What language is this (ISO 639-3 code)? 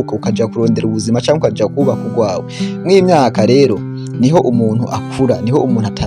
run